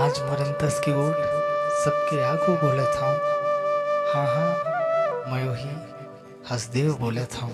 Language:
Chhattisgarhi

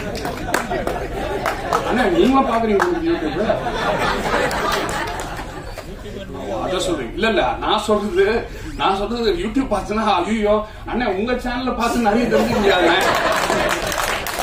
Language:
Tamil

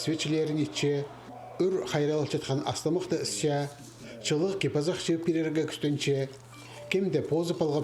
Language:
Khakas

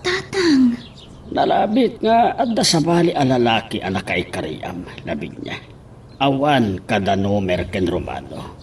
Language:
Iloko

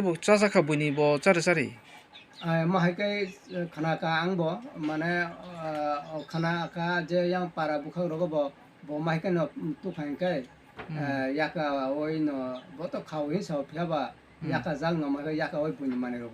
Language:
Kok Borok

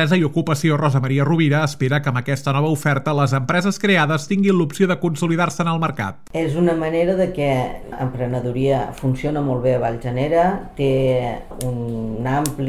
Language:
Catalan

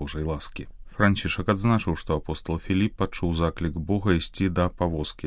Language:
Belarusian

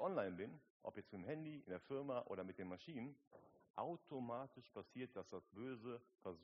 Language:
German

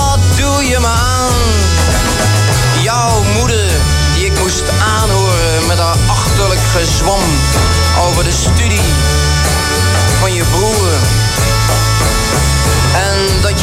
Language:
Dutch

